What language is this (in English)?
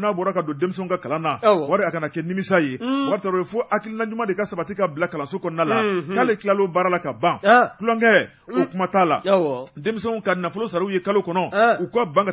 Bambara